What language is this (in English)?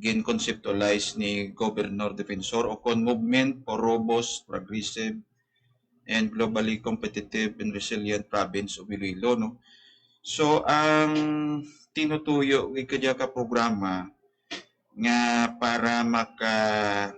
Hiligaynon